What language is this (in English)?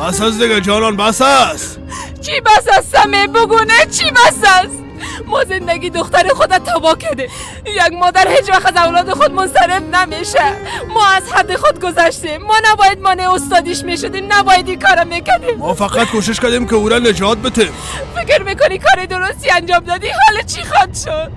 Persian